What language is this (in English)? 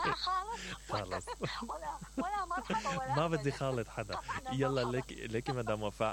Mesopotamian Arabic